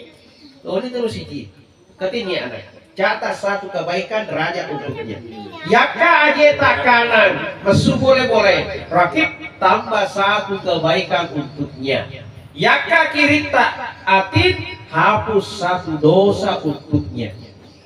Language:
Buginese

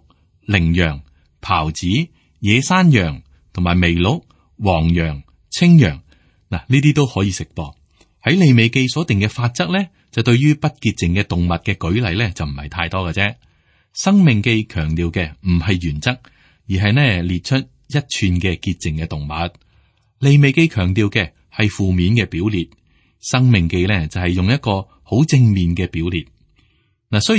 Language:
Cantonese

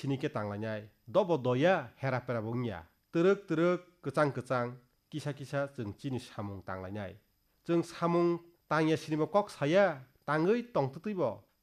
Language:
Kok Borok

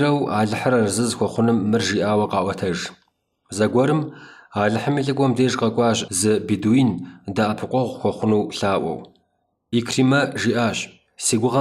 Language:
Kabardian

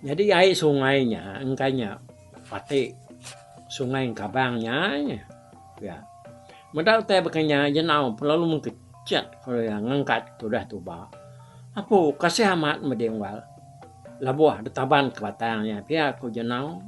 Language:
Iban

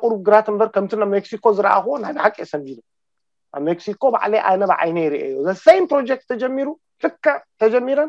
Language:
Tigrinya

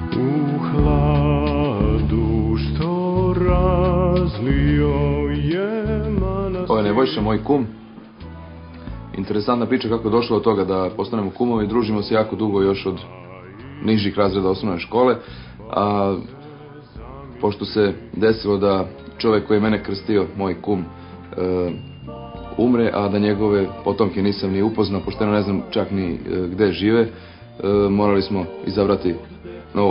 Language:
Serbian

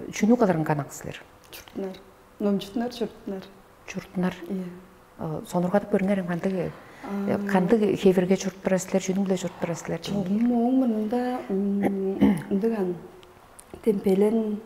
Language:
Tuvinian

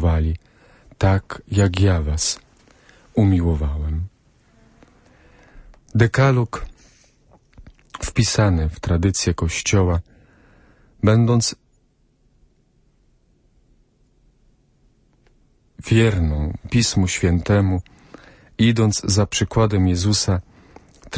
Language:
Polish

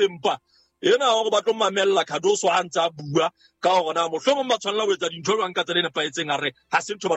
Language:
Southern Sotho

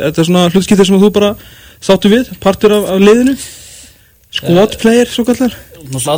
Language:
Icelandic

